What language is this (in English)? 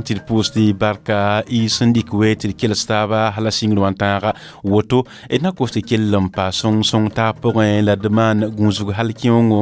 Mossi